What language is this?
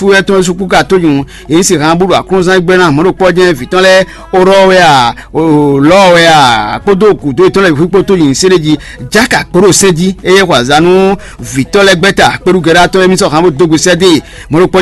Fon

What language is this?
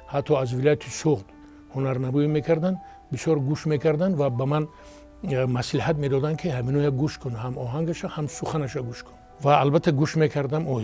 Tajik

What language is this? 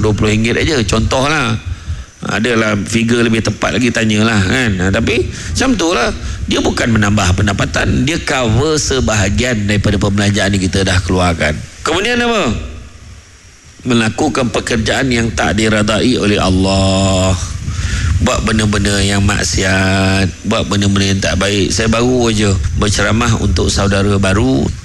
Malay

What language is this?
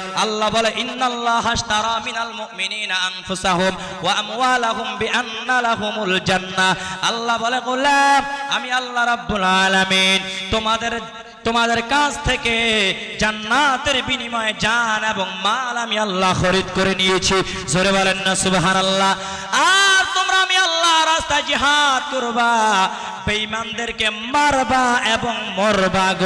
Bangla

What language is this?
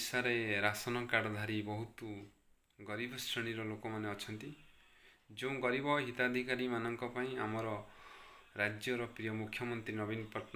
Odia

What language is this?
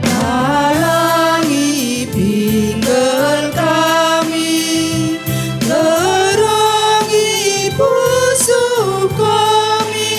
Batak Karo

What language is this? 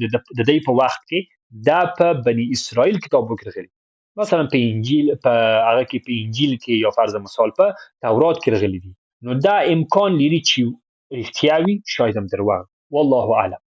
Pashto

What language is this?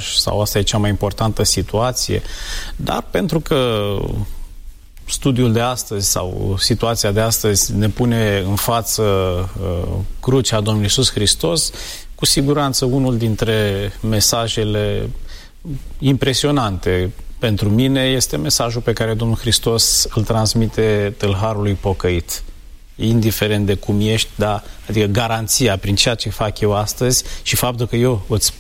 Romanian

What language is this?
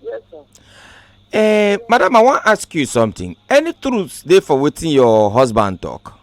Nigerian Pidgin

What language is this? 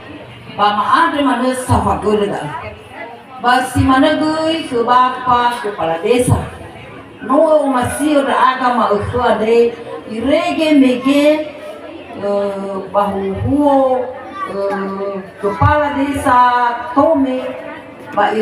Nias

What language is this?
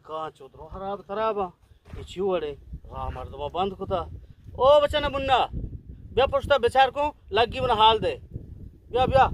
Eastern Balochi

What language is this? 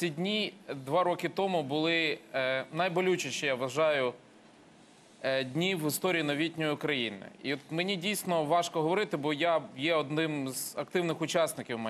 Ukrainian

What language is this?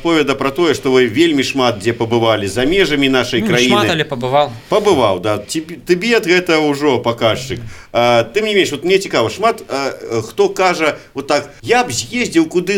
Belarusian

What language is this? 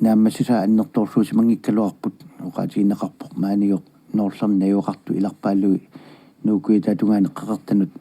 Kalaallisut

